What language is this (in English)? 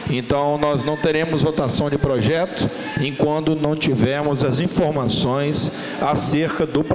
Portuguese